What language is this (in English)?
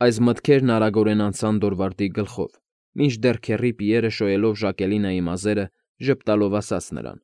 Armenian